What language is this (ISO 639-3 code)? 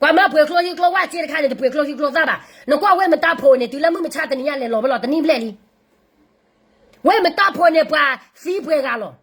ksw